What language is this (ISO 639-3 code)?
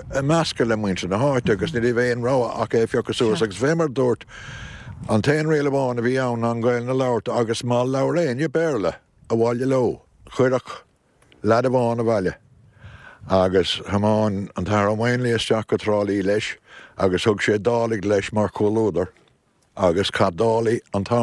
gle